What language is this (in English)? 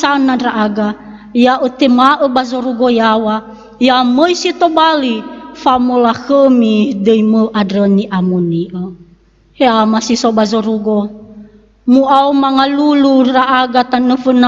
Nias